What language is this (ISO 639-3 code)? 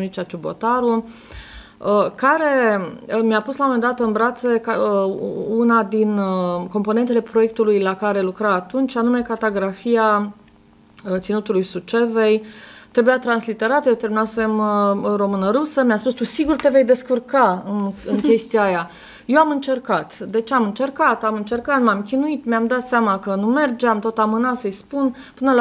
ron